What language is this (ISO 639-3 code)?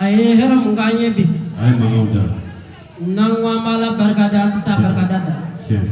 bam